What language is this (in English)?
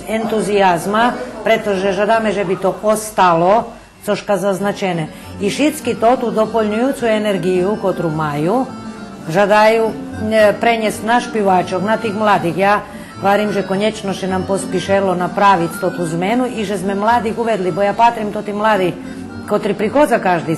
Rusyn